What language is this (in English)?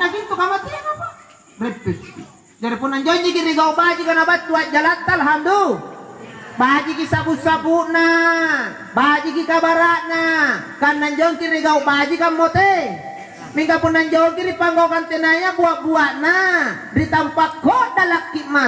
Makasar